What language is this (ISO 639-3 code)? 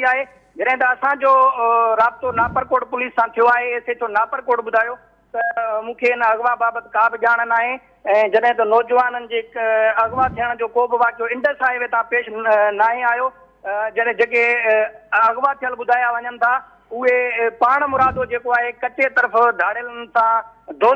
snd